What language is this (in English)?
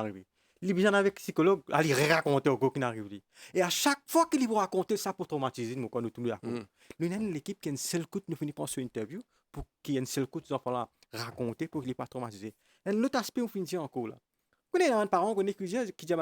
Morisyen